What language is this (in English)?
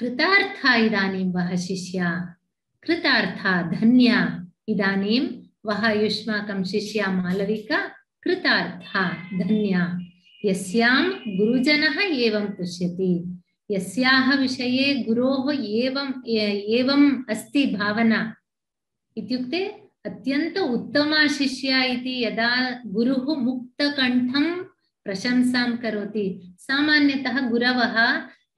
Sanskrit